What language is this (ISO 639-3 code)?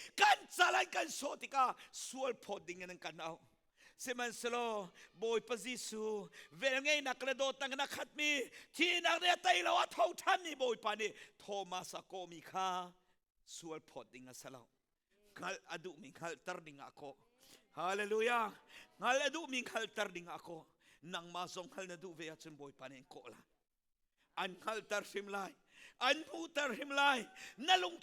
cnh